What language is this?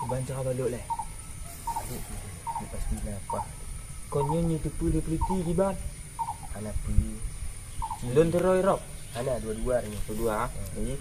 Achinese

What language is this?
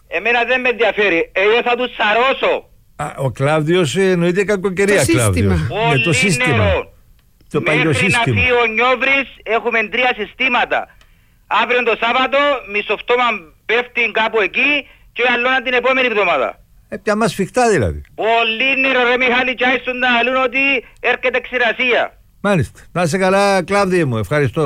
Greek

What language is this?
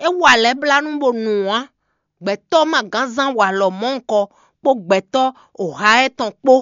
Fon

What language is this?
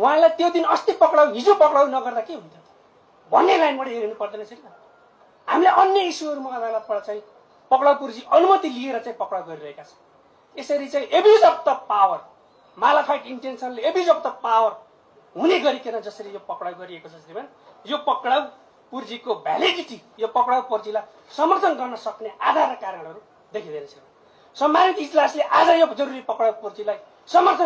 Nepali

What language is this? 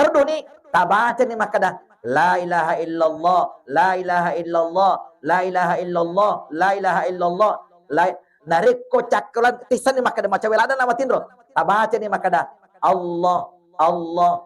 Buginese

